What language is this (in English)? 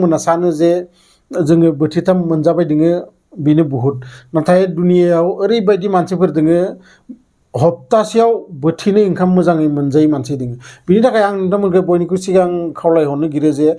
Bodo